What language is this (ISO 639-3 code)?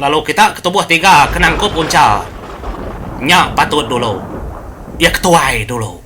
iba